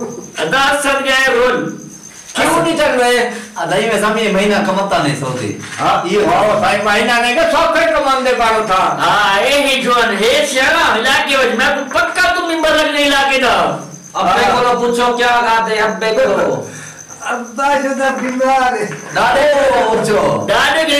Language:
Saraiki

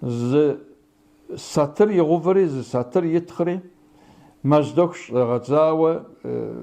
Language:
Kabardian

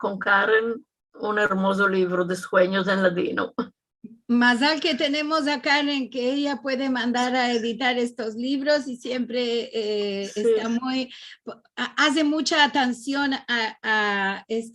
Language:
Ladino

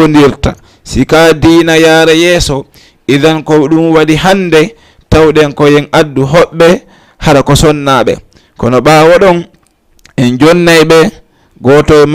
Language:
Fula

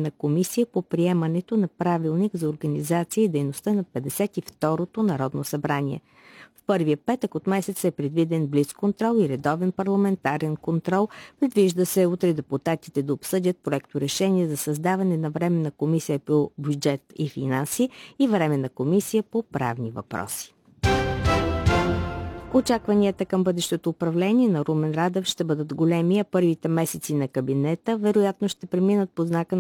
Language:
Bulgarian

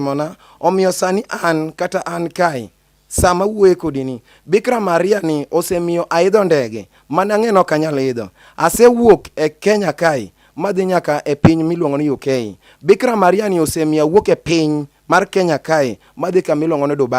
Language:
Luo (Kenya and Tanzania)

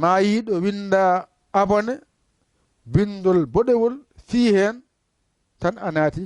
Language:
Fula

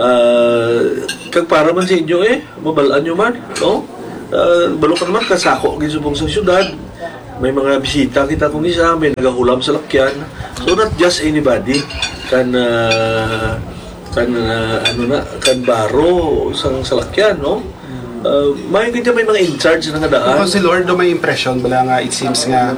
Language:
Hiligaynon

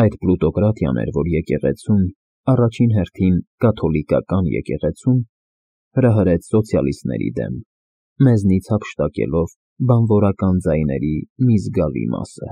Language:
Armenian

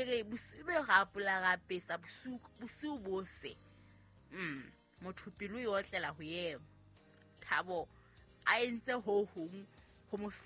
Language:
Southern Sotho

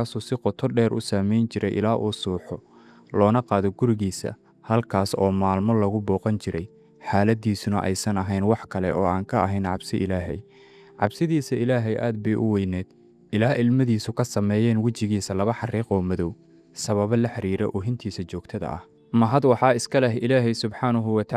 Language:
Somali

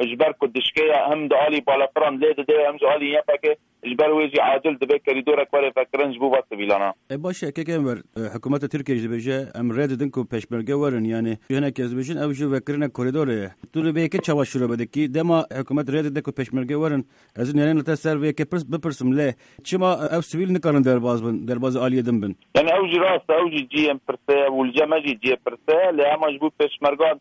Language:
Kurdish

